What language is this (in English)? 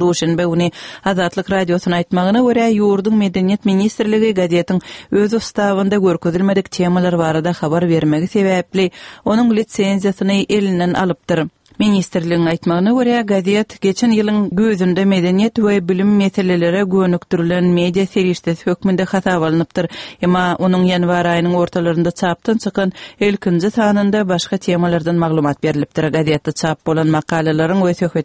Turkmen